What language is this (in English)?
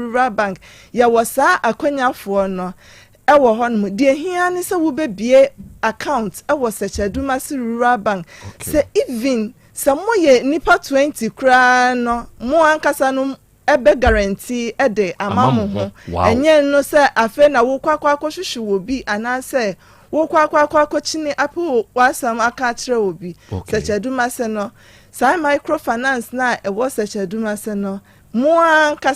Akan